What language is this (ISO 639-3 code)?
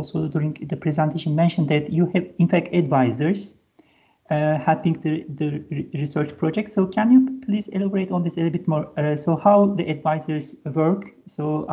eng